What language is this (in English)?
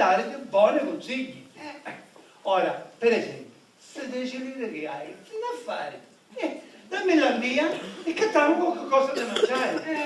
Sicilian